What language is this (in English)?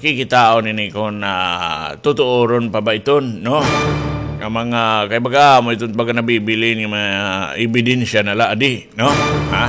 Waray